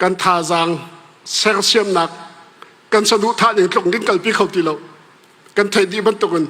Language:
Hakha Chin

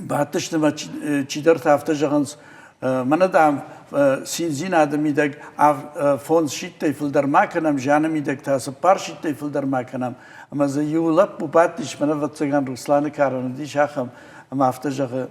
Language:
Ossetic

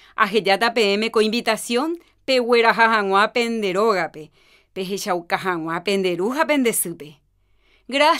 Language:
Guarani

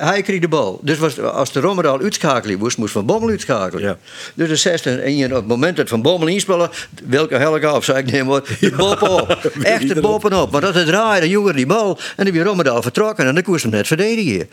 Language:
Western Frisian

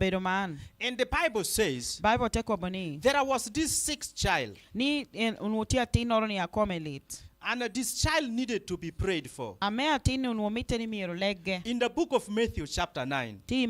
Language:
Lango (Uganda)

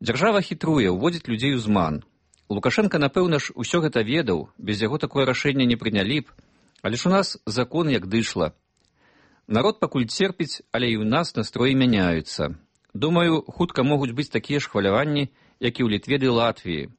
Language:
Belarusian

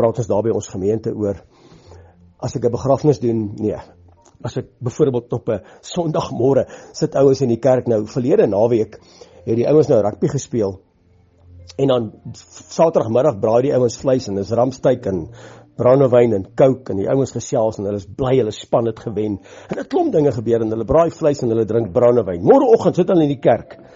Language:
Afrikaans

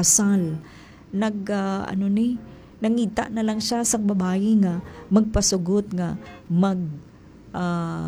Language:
Hiligaynon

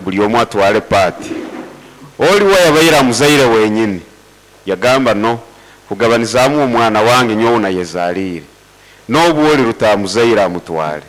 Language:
Nyoro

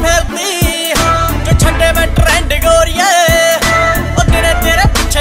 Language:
Punjabi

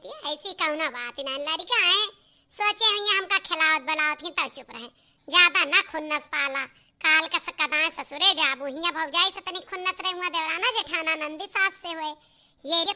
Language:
Awadhi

